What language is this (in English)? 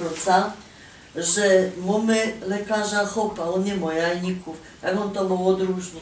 Silesian